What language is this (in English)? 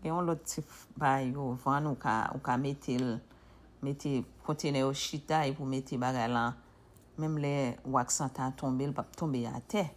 Haitian Creole